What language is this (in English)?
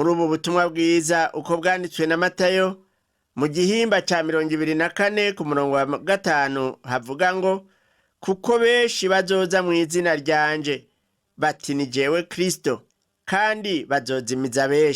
Rundi